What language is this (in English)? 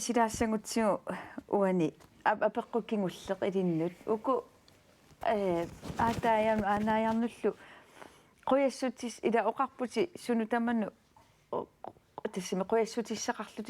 Kalaallisut